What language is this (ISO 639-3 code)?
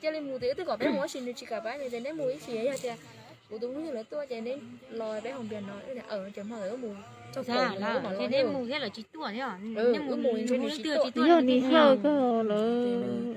hmn